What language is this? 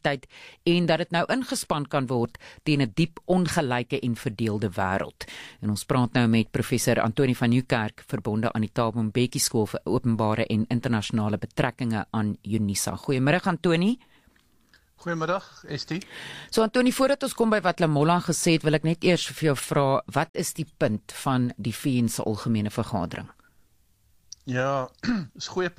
Afrikaans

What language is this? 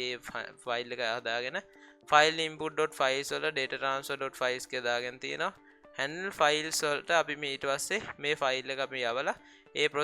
Sinhala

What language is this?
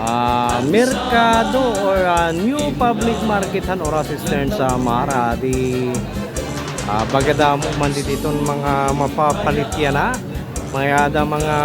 Waray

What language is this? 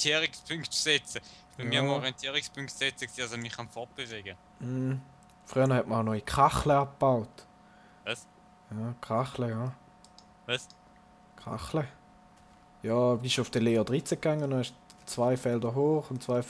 Swiss German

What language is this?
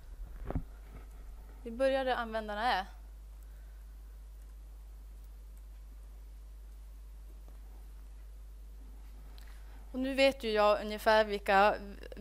Swedish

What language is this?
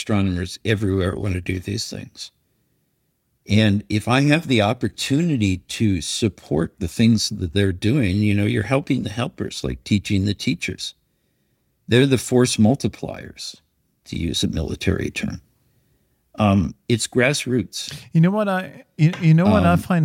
English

